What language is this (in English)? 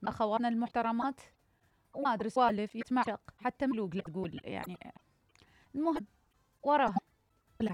Mesopotamian Arabic